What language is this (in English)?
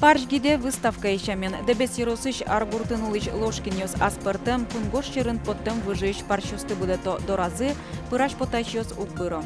Udmurt